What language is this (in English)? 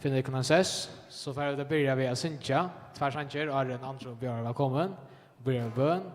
Faroese